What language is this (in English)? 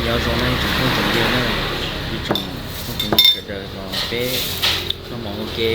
Hmong